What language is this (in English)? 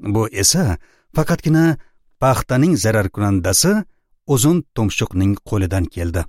Uzbek